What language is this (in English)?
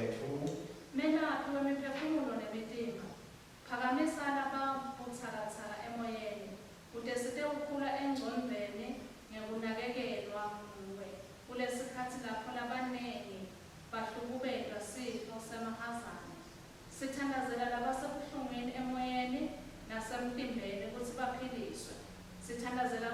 Swati